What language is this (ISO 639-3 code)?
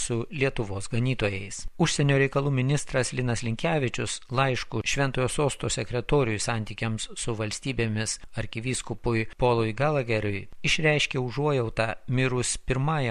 lit